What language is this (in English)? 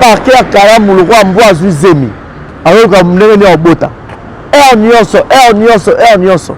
Lingala